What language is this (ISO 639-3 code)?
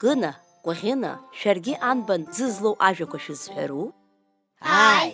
abk